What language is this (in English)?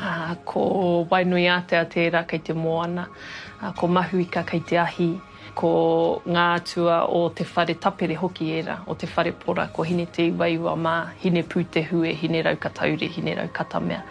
Māori